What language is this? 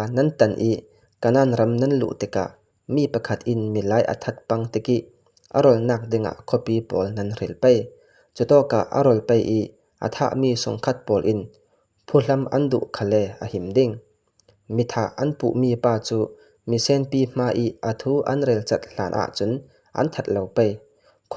Falam Chin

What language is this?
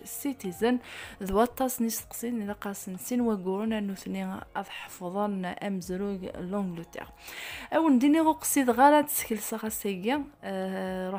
Kabyle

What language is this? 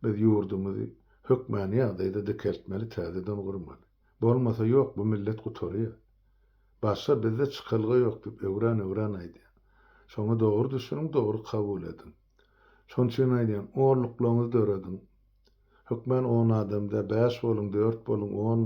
Turkmen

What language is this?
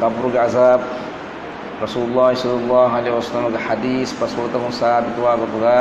Divehi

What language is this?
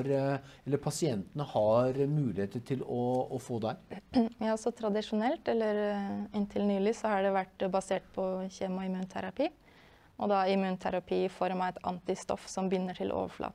Norwegian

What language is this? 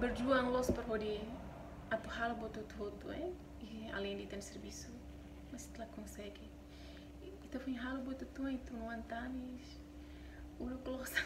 Tetum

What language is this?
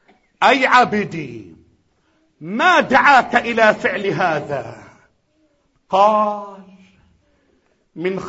Arabic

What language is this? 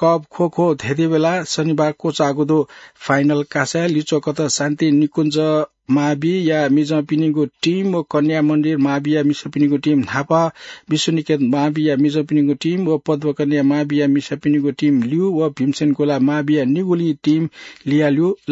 Newari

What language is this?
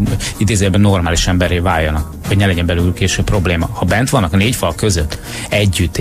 Hungarian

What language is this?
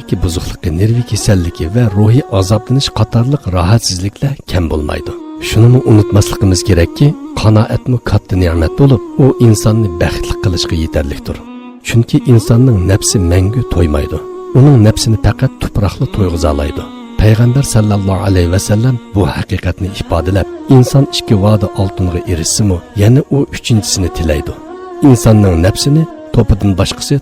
Uyghur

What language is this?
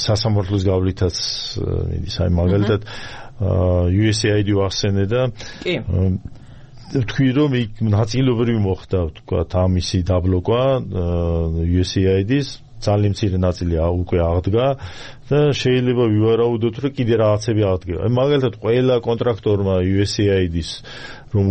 Georgian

